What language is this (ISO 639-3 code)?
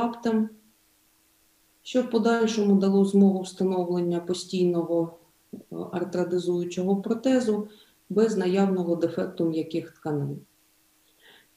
ukr